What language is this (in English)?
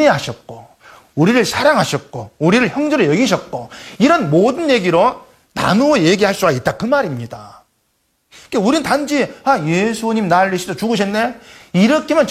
Korean